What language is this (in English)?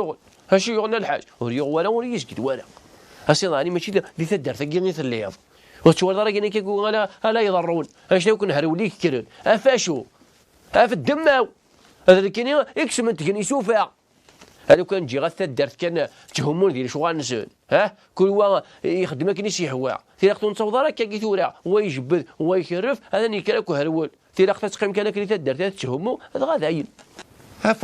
Kabyle